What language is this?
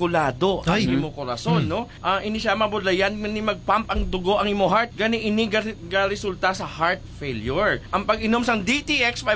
Hiligaynon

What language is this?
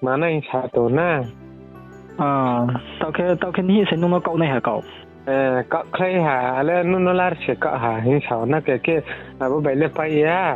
Riang (India)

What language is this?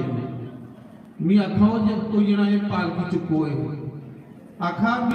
Dogri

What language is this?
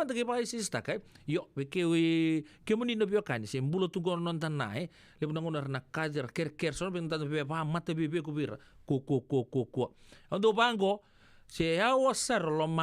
Fijian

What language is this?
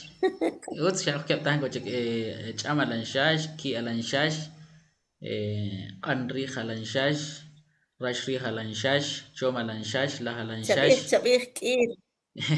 Kʼicheʼ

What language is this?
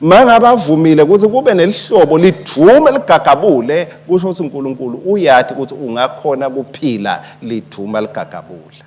Swati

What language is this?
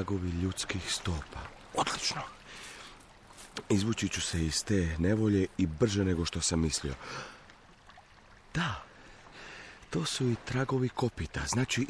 Croatian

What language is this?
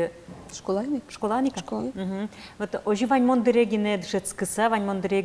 Udmurt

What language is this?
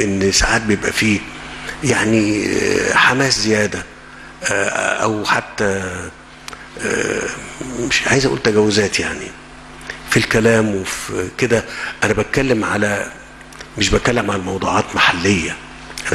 Egyptian Arabic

